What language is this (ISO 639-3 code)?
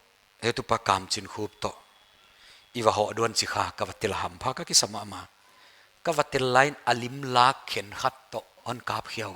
pck